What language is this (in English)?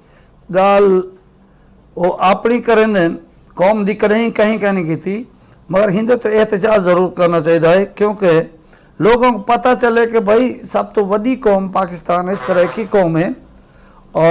Saraiki